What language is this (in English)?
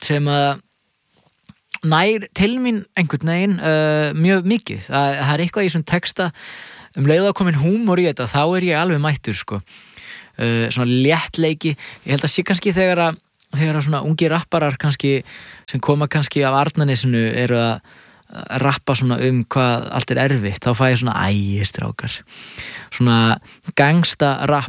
Icelandic